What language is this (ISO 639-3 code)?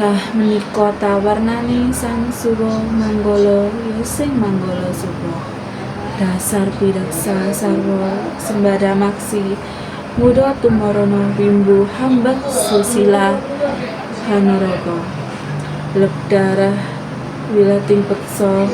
jav